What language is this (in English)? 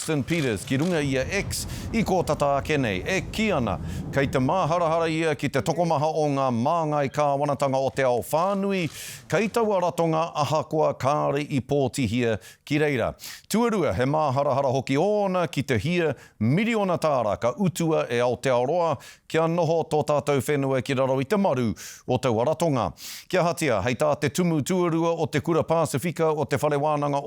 Māori